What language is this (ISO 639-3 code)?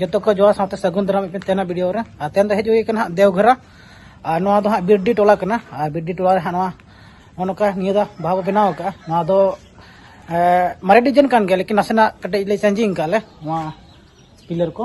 sat